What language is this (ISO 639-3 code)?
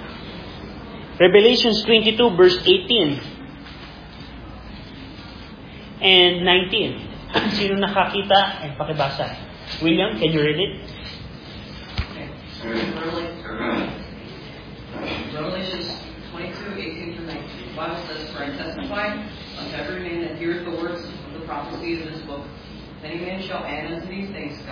fil